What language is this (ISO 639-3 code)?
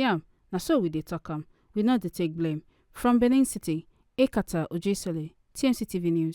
pcm